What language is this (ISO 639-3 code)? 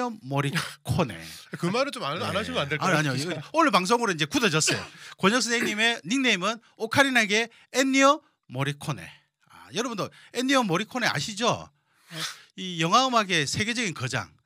kor